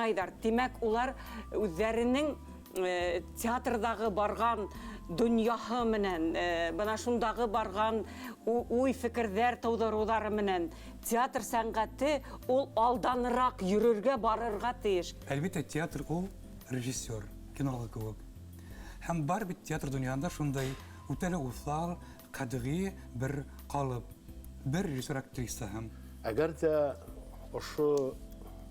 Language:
Bashkir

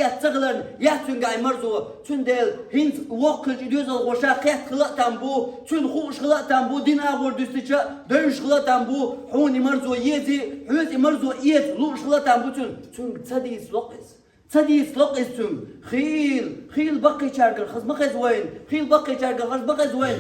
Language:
Chechen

